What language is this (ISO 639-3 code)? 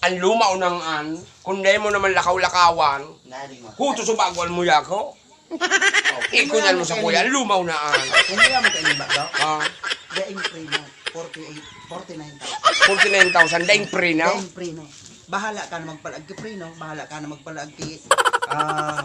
bik